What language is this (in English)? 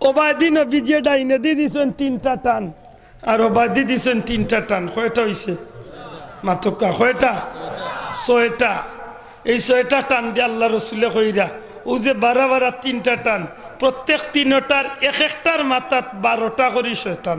Sylheti